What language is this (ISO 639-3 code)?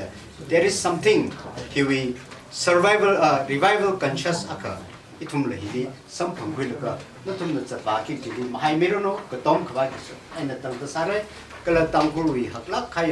nmf